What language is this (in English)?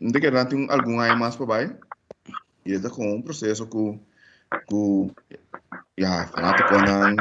Papiamento